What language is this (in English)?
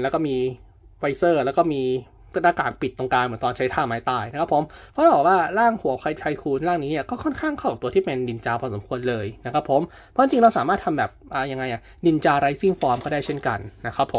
Thai